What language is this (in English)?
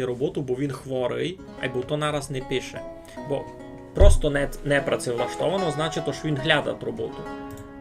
Rusyn